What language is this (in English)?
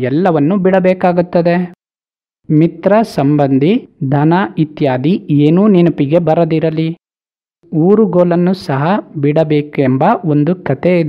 Kannada